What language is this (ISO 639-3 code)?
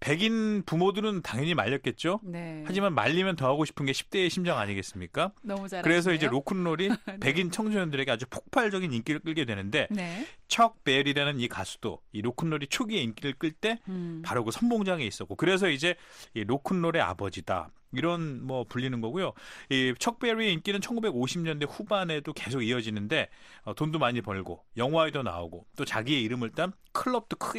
kor